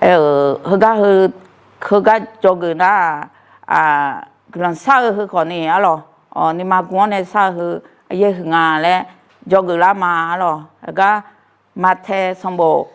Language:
Akha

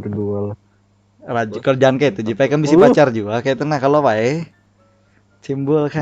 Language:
Banjar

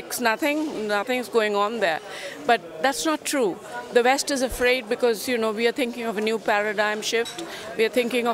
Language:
English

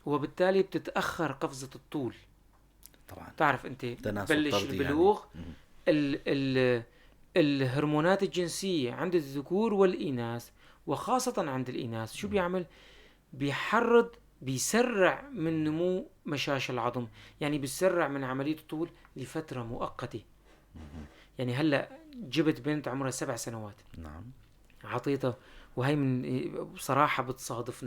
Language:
North Levantine Arabic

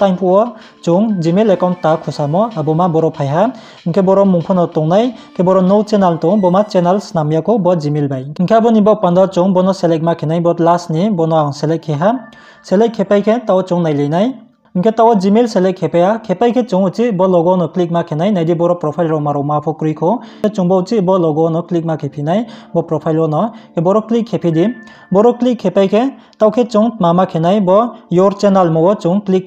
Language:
Riang (India)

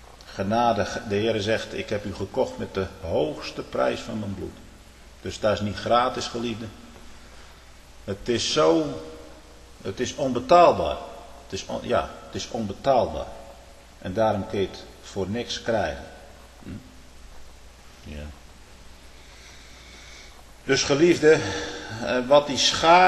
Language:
Dutch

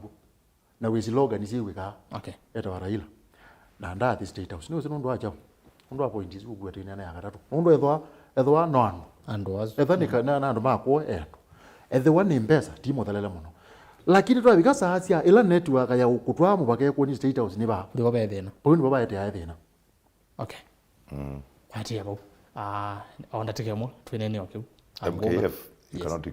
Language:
Kamba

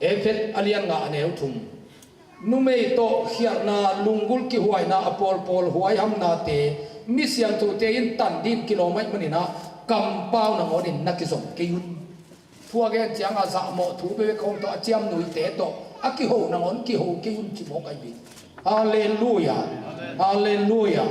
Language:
Tedim Chin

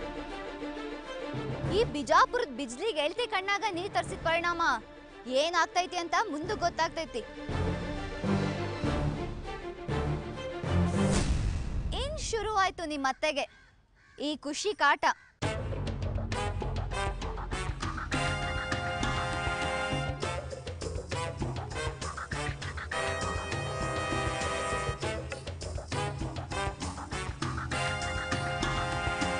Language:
Kannada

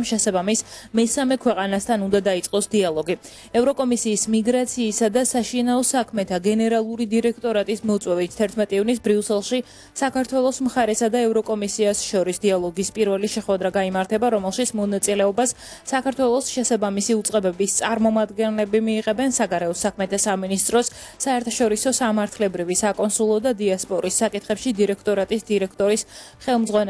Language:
Georgian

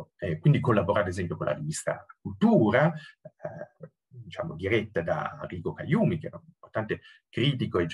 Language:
Italian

